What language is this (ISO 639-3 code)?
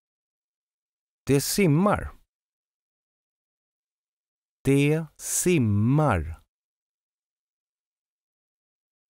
swe